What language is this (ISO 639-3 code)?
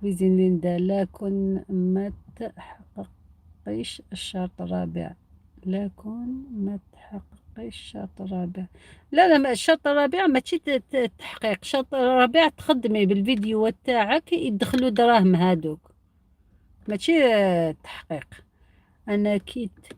arq